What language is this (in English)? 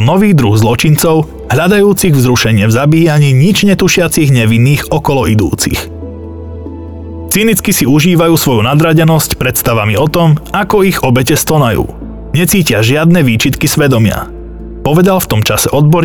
Slovak